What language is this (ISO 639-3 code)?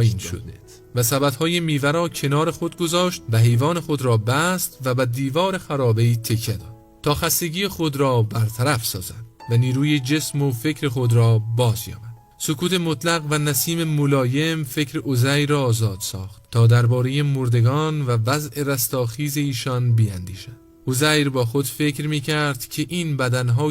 fas